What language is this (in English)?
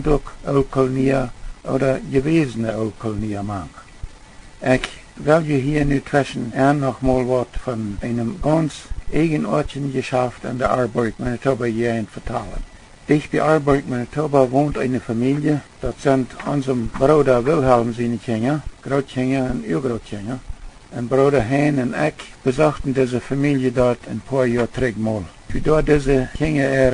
Plautdietsch